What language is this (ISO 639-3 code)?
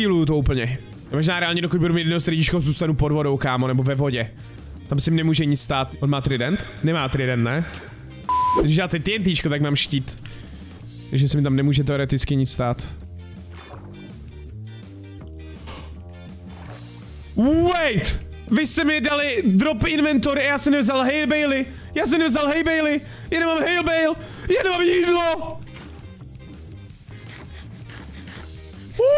ces